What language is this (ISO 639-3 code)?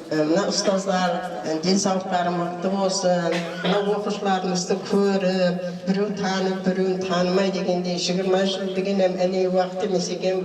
kaa